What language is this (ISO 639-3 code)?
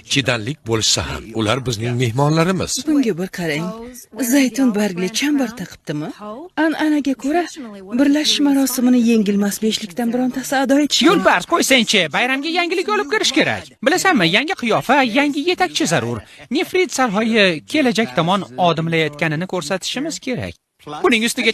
uzb